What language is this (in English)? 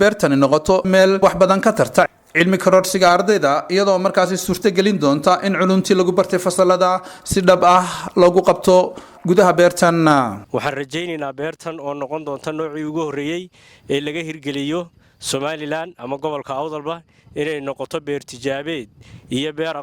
Somali